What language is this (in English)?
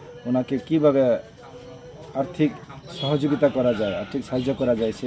Kok Borok